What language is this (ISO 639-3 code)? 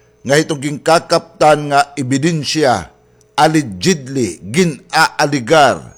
war